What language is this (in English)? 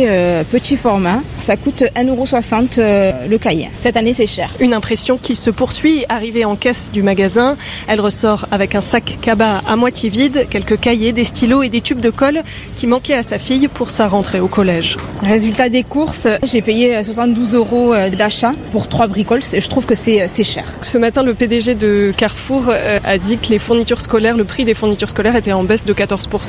French